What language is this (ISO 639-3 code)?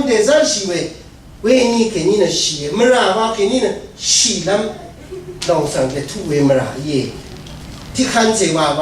raw